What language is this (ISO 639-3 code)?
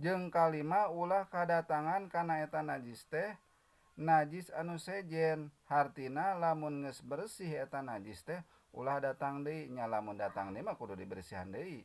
sun